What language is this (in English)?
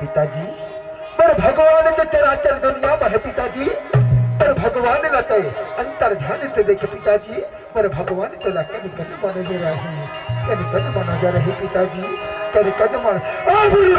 Chhattisgarhi